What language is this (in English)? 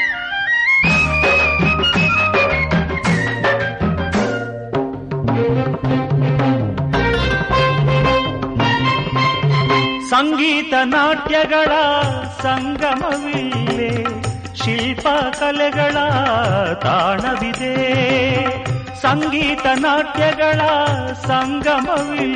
Kannada